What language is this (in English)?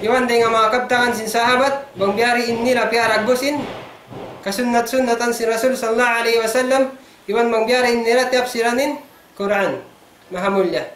Tausug